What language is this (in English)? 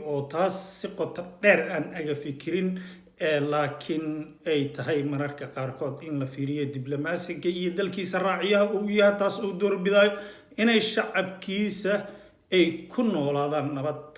Somali